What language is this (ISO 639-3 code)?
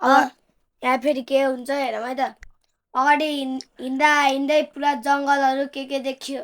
nep